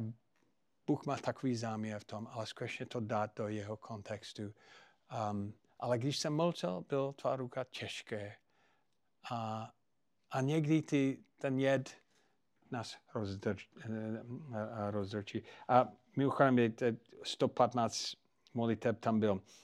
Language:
Czech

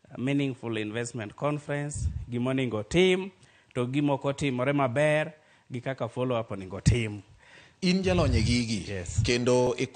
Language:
Luo (Kenya and Tanzania)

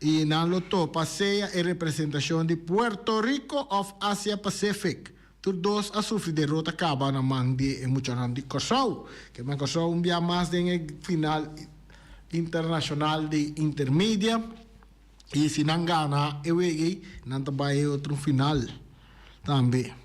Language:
Papiamento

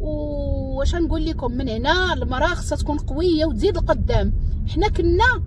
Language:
Moroccan Arabic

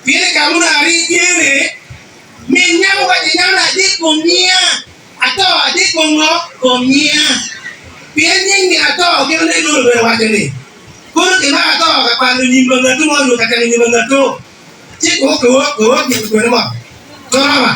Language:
Acoli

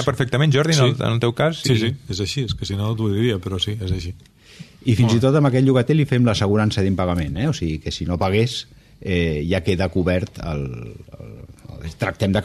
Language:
Catalan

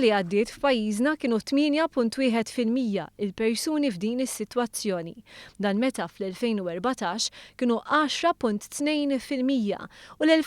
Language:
Maltese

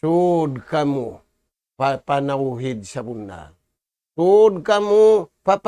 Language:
Tausug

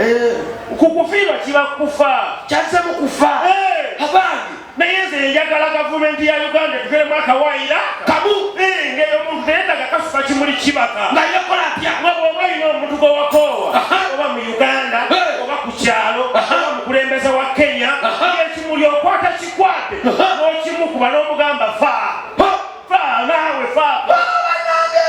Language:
Ganda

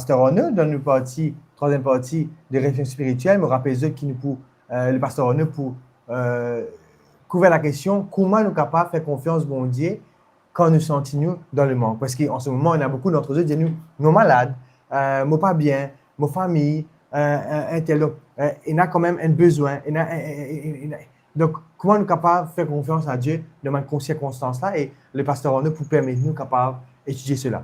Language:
Morisyen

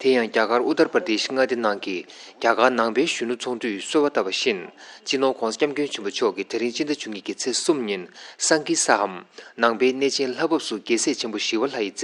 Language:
Tibetan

